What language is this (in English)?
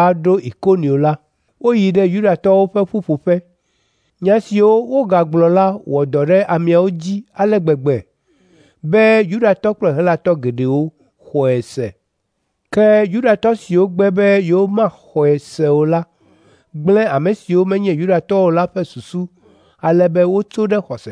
Ewe